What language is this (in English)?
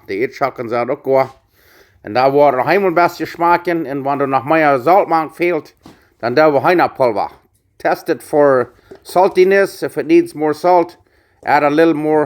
Plautdietsch